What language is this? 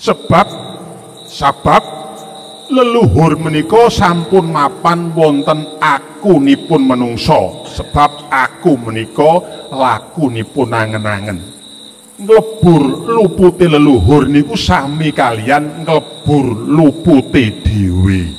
Javanese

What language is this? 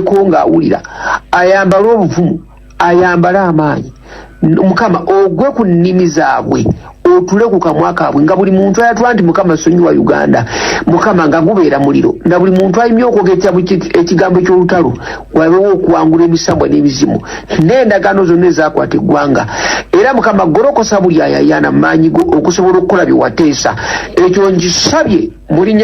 Ganda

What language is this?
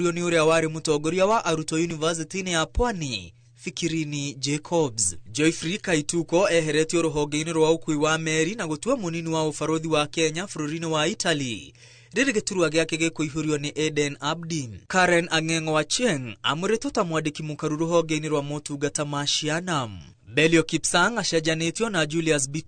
Kikuyu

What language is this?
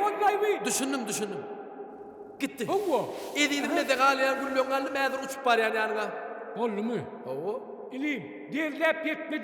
Turkmen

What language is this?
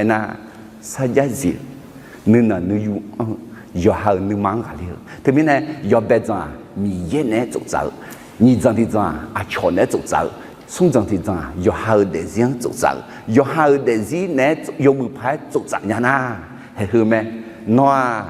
Akha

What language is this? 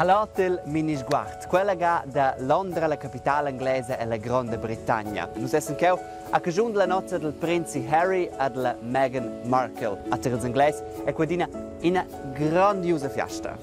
Romansh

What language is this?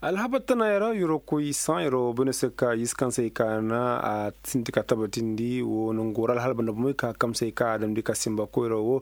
Koyraboro Senni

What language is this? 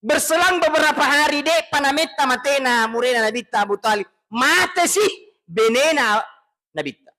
Buginese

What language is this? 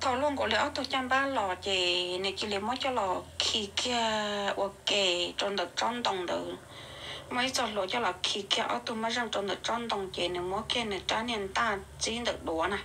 Hmong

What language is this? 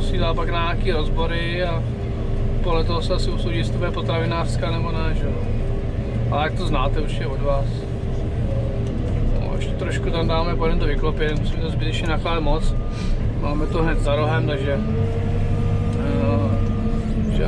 Czech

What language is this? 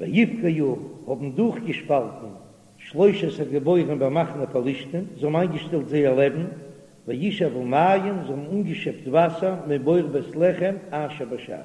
Yiddish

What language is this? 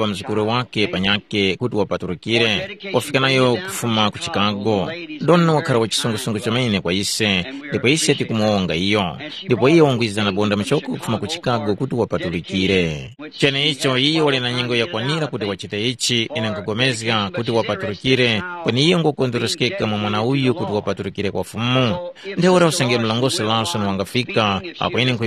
Tumbuka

